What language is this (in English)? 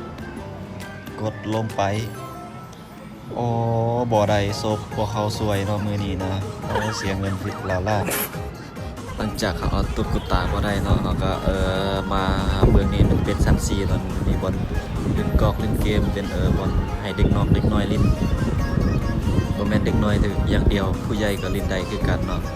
Lao